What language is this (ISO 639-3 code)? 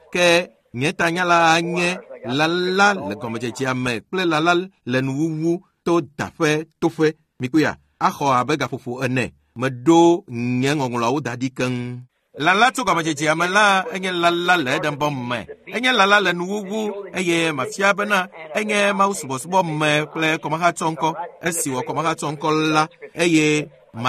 ewe